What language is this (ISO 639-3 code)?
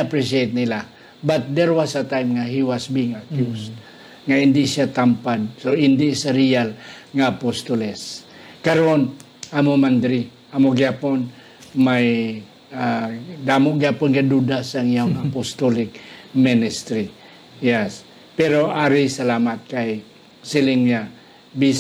hil